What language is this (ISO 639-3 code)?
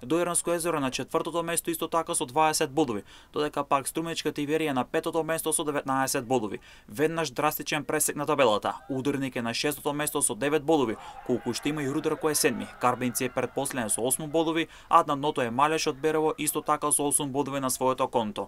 mkd